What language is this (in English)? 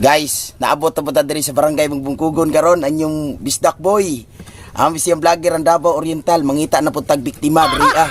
Cebuano